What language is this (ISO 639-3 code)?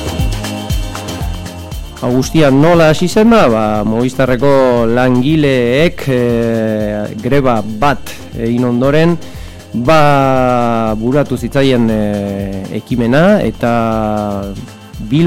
eus